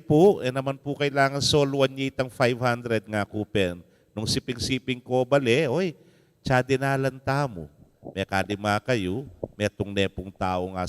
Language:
Pampanga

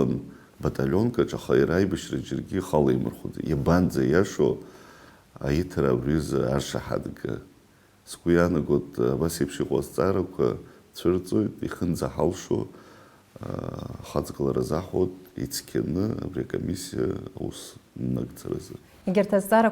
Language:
Abkhazian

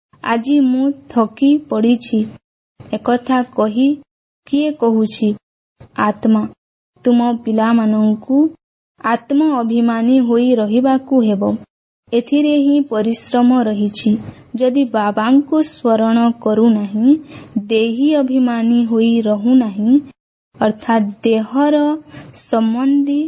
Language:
Odia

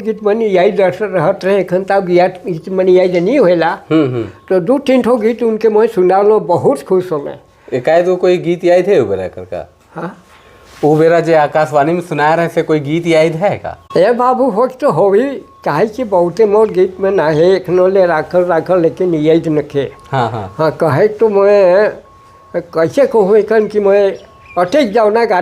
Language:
Sadri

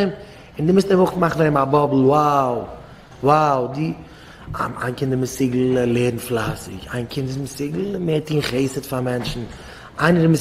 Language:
Yiddish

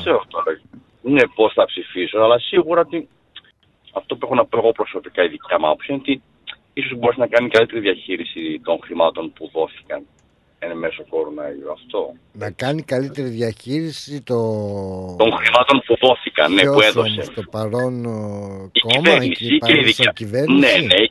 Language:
Greek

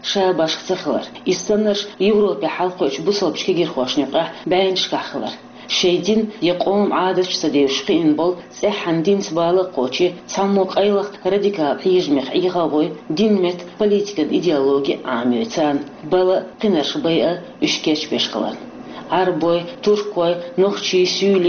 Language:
Chechen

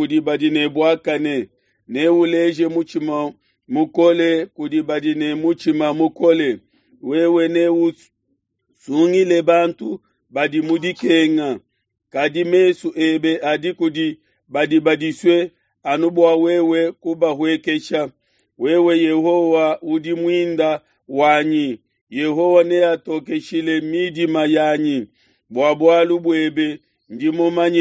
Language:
Luba-Lulua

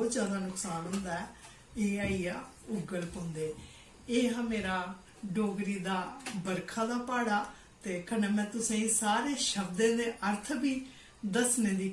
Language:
Dogri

